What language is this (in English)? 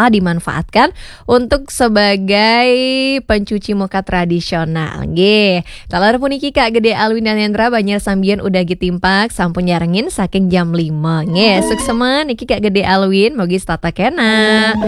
Balinese